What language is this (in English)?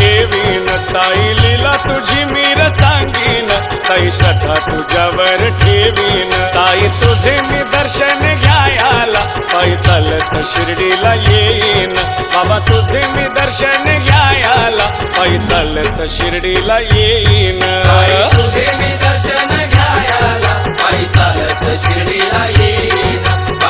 Marathi